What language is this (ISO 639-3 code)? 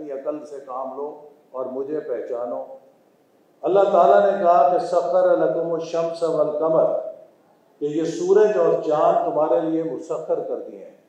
urd